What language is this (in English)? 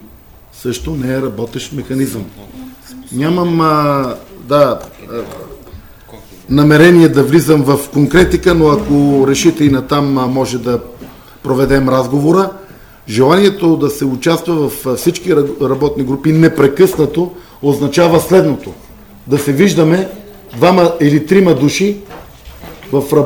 Bulgarian